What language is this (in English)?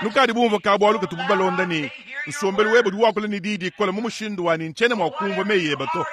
Luba-Lulua